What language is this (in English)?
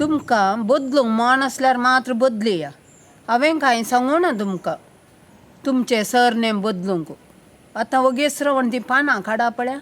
Konkani